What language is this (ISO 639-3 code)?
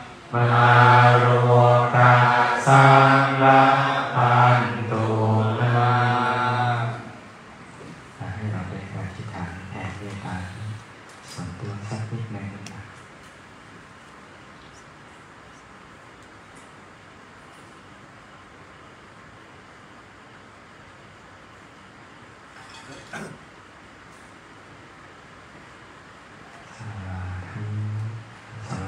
tha